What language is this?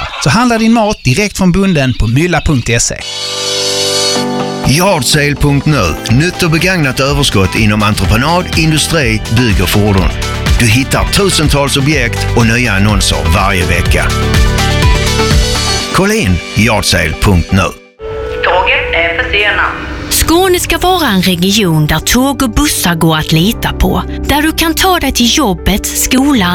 Swedish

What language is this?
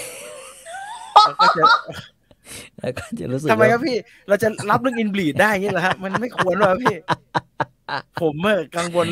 Thai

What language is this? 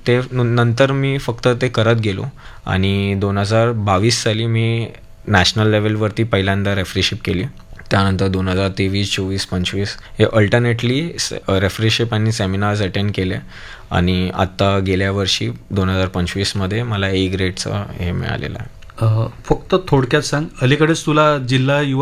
Marathi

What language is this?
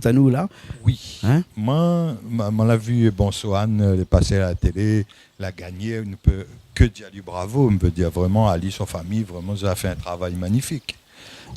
Réunion Creole French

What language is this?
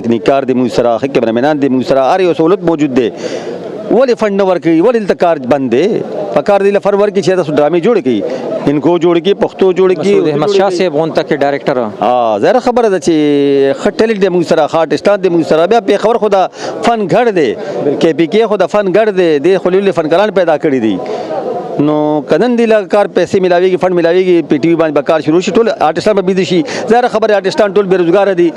Pashto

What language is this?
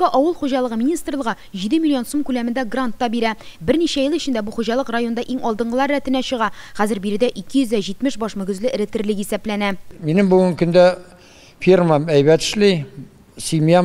Tatar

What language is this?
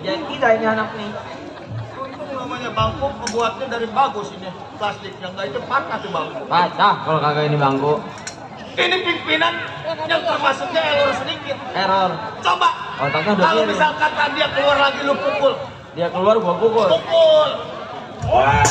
Betawi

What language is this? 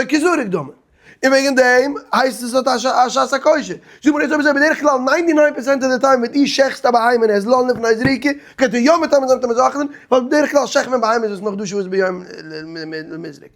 Yiddish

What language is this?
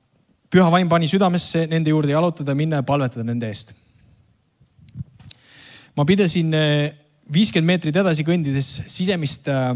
Estonian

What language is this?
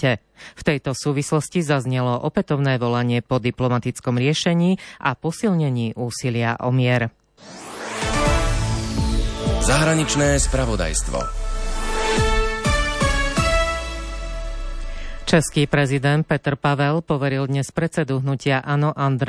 Slovak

